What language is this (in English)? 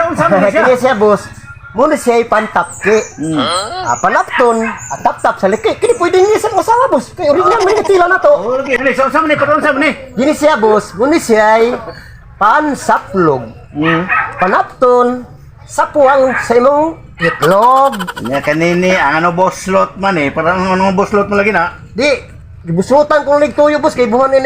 Cebuano